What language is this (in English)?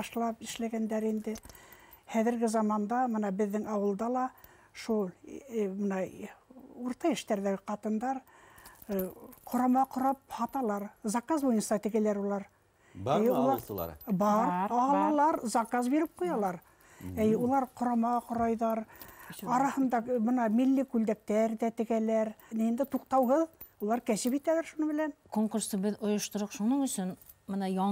Bashkir